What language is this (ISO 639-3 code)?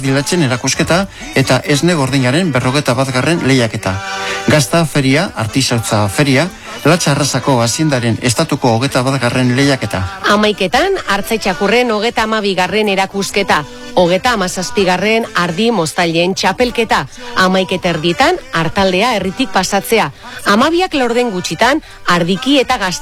eus